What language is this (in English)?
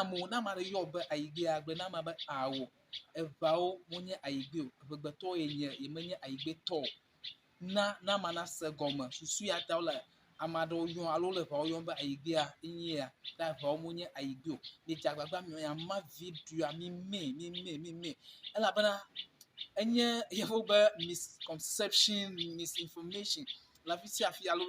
Ewe